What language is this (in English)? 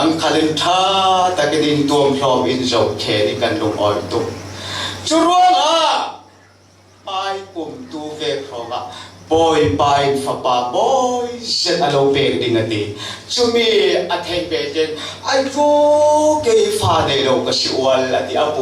Falam Chin